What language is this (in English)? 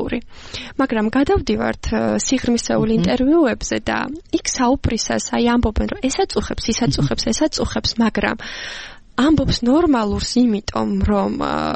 Georgian